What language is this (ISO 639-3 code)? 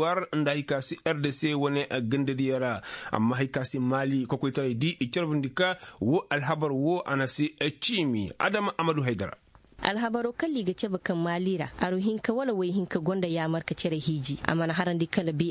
ses